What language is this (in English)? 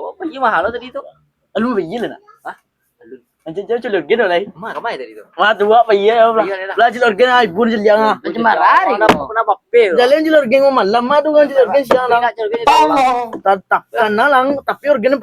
Minangkabau